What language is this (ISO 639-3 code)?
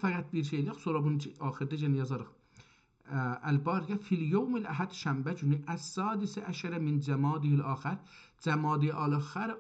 azb